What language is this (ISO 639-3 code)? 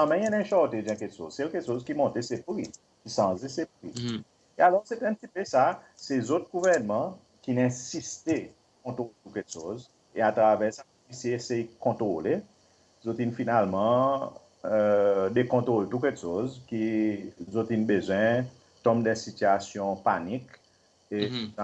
crs